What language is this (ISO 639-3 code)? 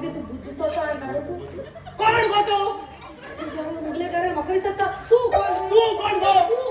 kok